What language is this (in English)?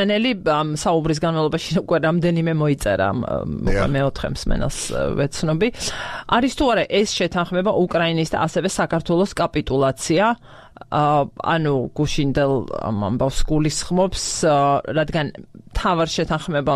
Georgian